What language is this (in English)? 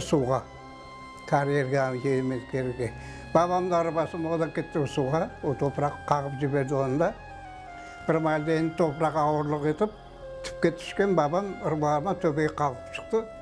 Crimean Tatar